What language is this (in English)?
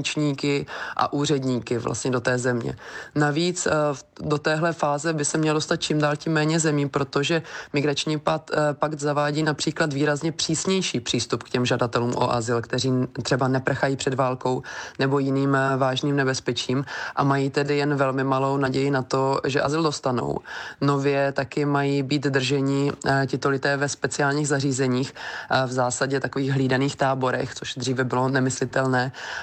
Czech